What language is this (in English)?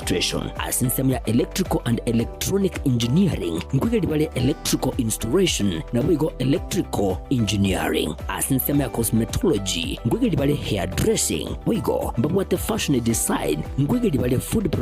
Gusii